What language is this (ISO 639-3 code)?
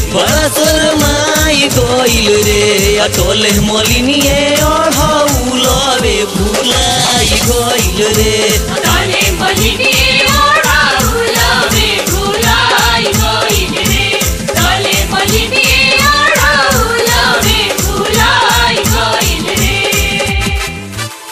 bho